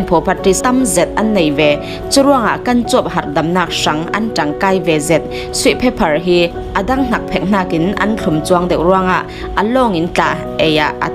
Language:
Falam Chin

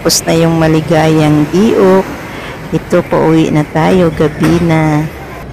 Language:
Filipino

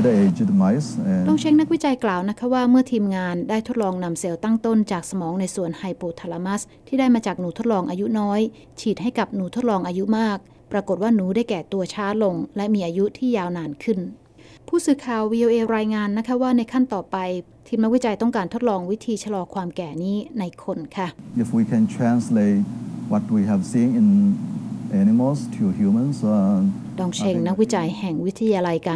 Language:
Thai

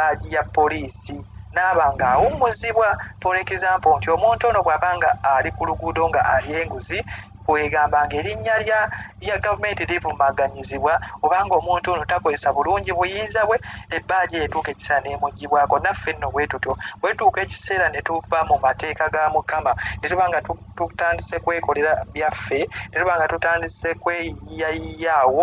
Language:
Ganda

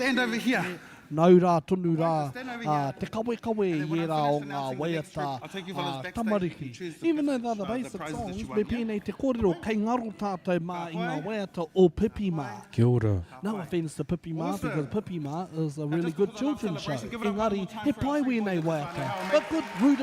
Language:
Māori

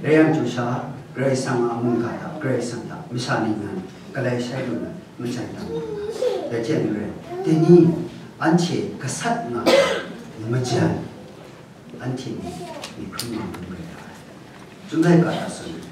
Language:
Kachin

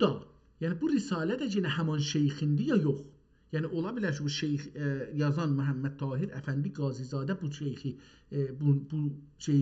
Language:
South Azerbaijani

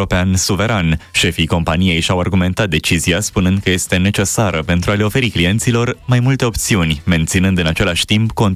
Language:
Romanian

